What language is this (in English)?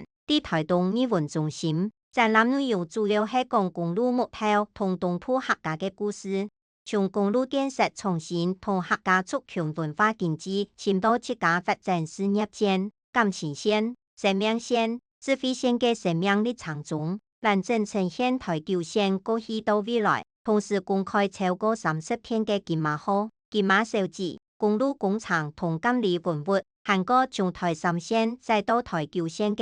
Hakka Chinese